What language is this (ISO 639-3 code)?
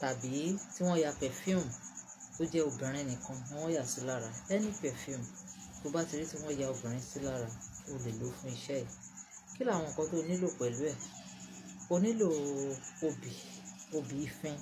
yor